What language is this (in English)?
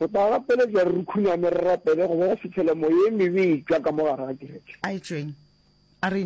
Northern Sotho